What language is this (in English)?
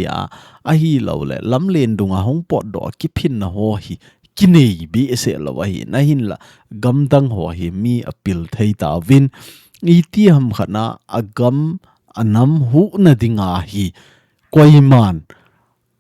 Thado Chin